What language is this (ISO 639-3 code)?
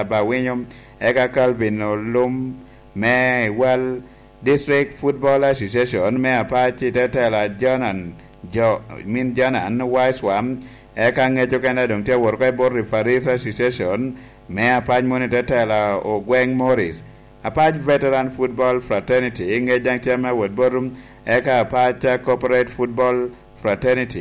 laj